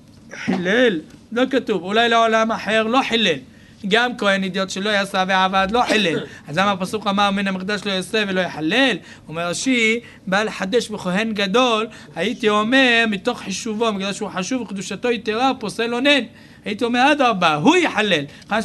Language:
Hebrew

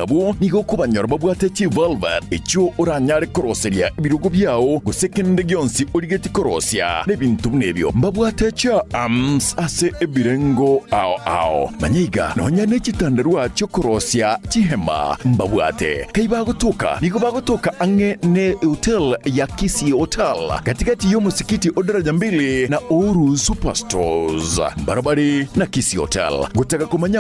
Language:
Gusii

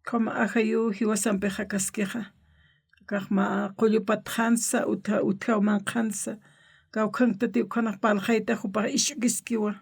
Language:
Aymara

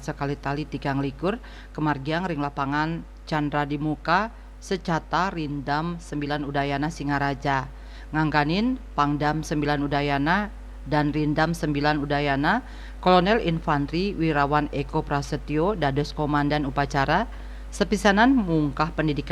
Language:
Balinese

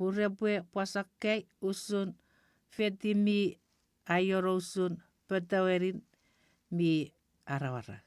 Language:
Chuukese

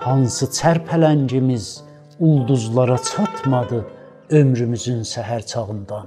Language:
South Azerbaijani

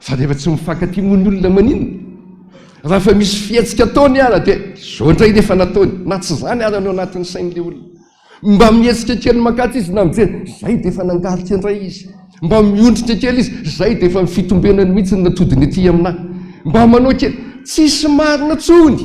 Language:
Malagasy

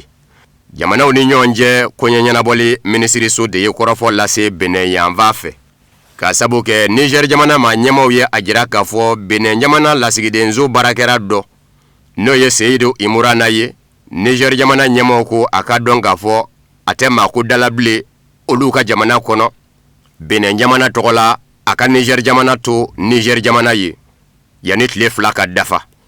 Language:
Bambara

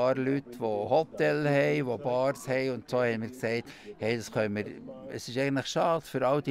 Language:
Swiss German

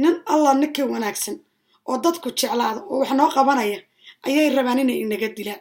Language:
Somali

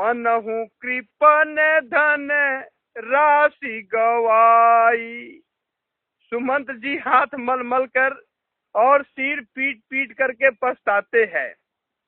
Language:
Hindi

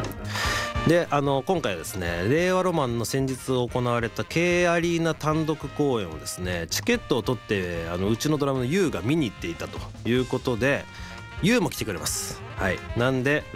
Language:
Japanese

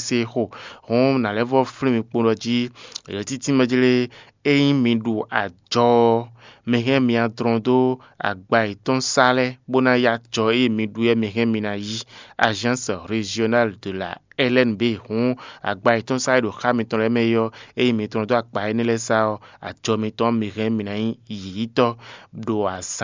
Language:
Fon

